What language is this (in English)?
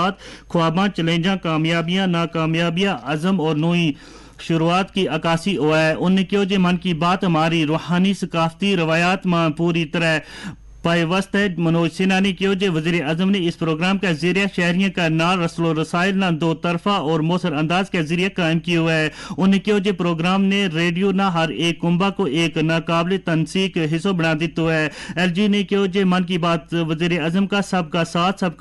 Gujari